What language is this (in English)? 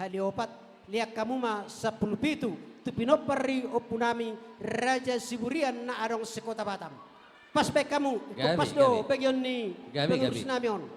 Batak Toba